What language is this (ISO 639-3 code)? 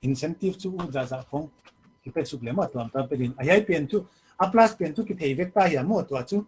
pck